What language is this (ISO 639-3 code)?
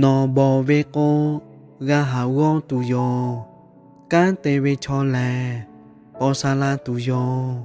lhu